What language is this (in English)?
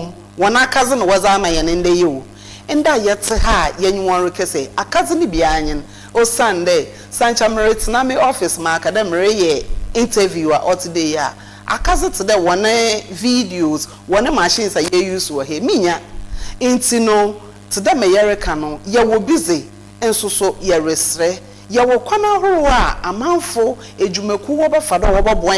Akan